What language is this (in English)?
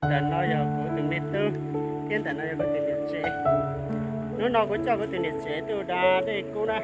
Hmong